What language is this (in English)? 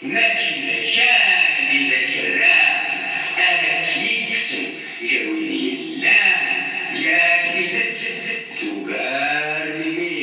Kabyle